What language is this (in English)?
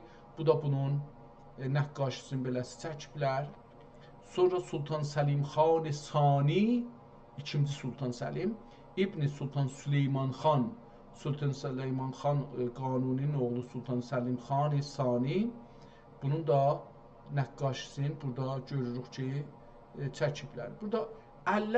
South Azerbaijani